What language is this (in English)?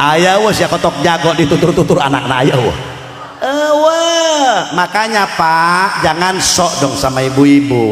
Sundanese